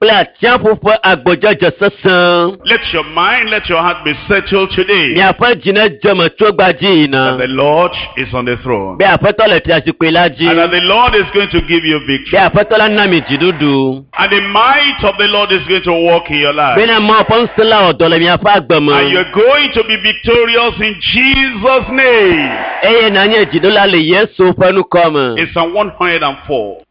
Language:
Ewe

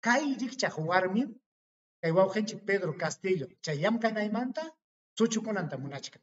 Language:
Ayacucho Quechua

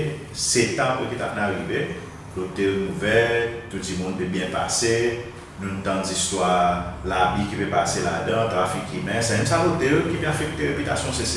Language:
Seselwa Creole French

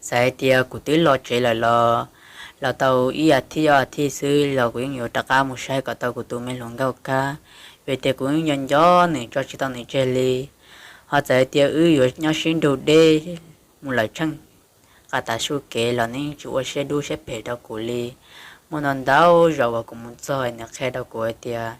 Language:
Hmong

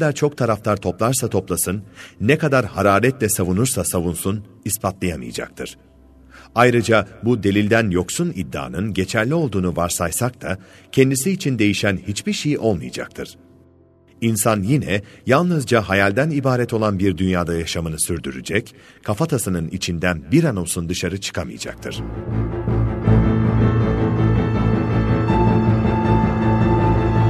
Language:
Turkish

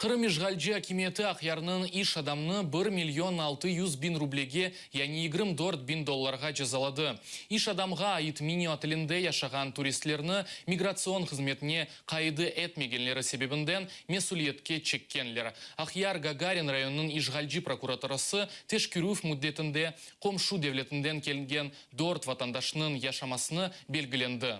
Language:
Crimean Tatar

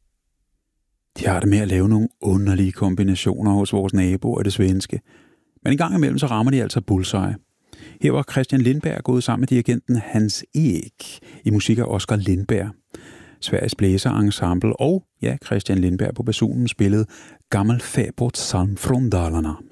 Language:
Danish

